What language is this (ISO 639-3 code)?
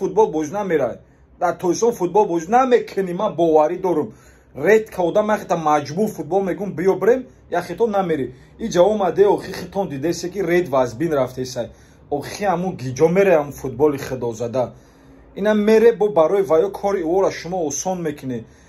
tgk